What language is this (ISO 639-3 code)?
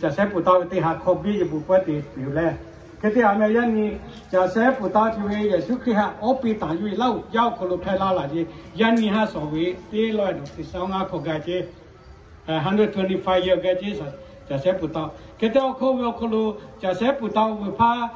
lhu